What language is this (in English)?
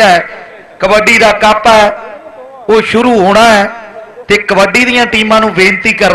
Punjabi